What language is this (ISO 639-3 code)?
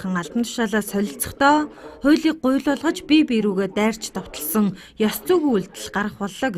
mon